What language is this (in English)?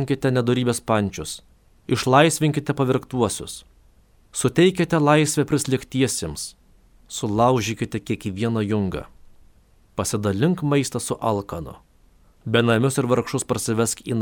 Lithuanian